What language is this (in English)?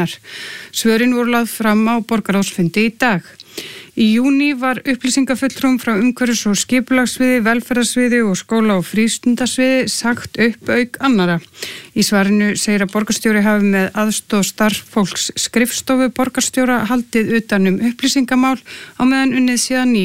Icelandic